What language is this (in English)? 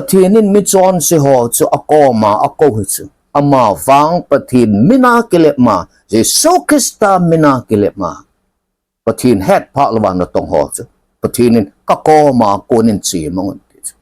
Thado Chin